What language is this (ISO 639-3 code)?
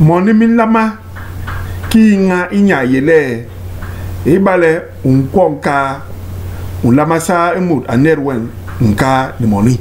bas